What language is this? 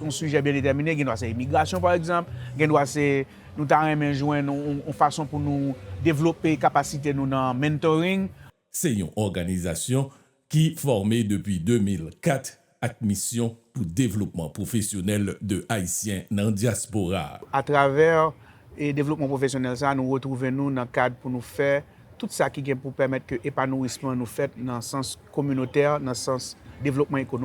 Haitian Creole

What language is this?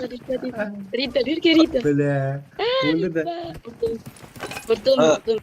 Kara-Kalpak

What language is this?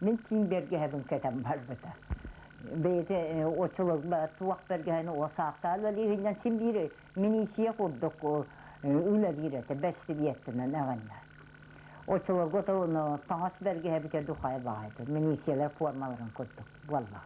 Yakut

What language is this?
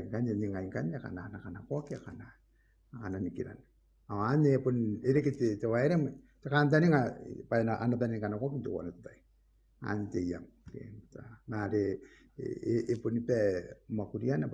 Gilbertese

